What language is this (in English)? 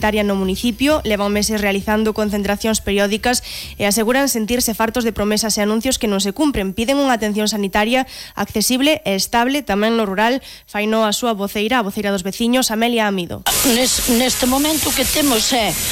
Galician